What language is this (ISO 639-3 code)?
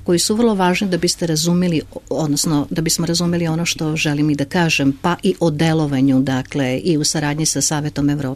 srp